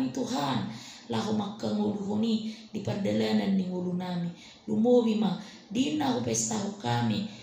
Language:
Batak Toba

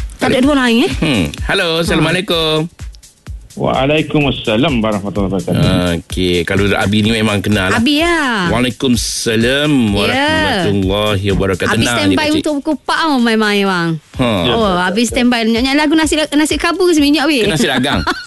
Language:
Malay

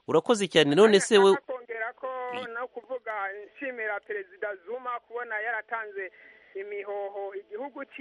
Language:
Kinyarwanda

